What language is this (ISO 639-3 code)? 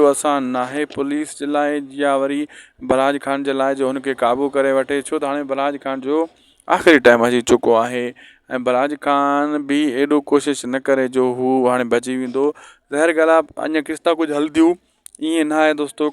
snd